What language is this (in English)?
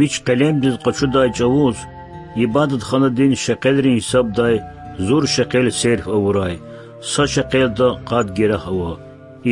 Lezghian